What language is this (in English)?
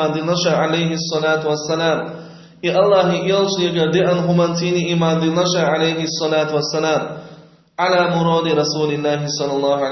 Chechen